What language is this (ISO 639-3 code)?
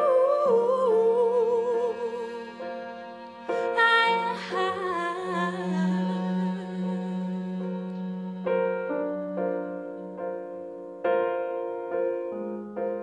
nor